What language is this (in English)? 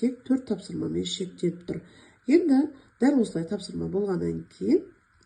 Kazakh